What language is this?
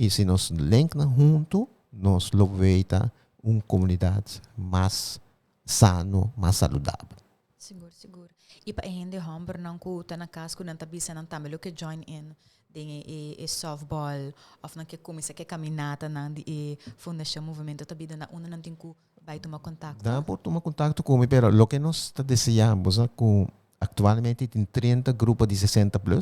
Papiamento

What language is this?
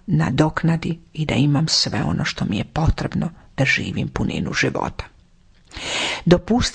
Croatian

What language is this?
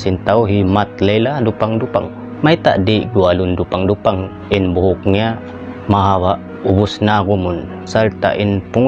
Tausug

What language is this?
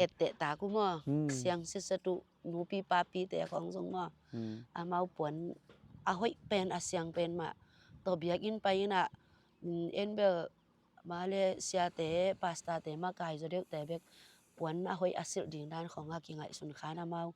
Tedim Chin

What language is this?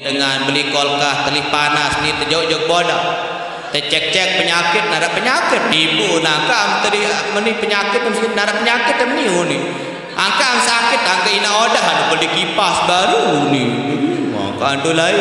Sasak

